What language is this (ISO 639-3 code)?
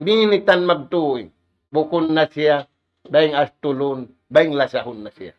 tsg